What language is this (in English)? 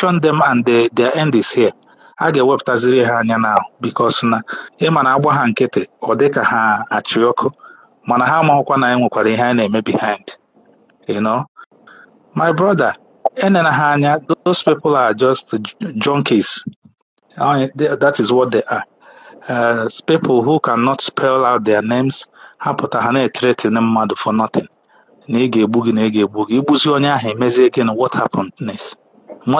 Igbo